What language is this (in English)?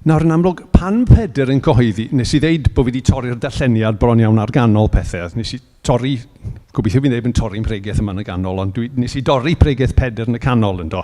Welsh